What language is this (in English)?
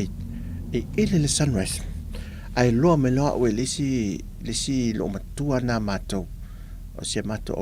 Samoan